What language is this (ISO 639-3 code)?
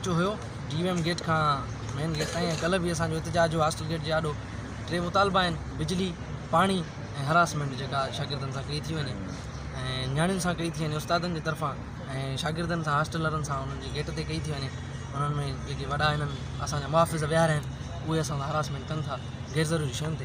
snd